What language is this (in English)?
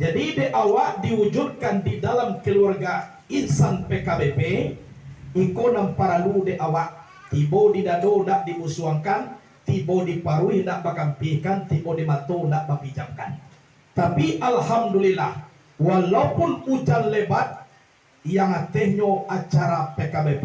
Minangkabau